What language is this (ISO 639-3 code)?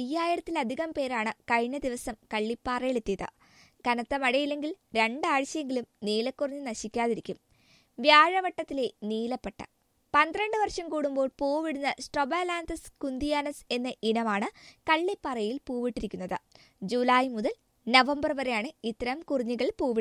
mal